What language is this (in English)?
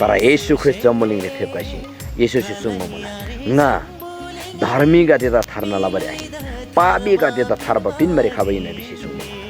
Eastern Tamang